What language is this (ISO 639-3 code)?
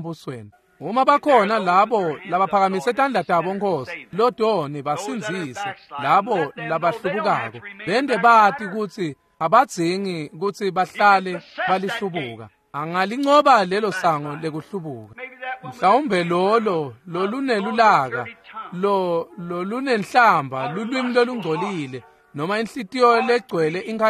ssw